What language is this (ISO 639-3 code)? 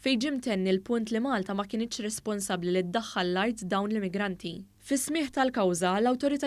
mlt